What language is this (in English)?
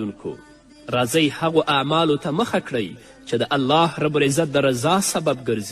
Pashto